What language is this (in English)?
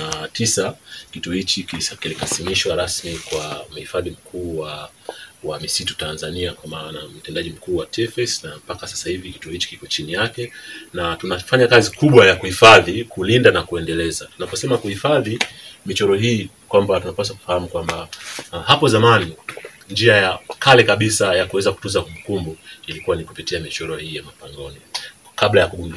Swahili